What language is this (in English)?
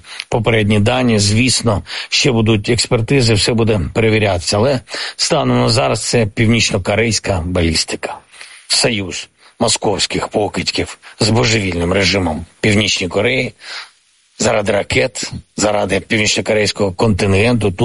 Ukrainian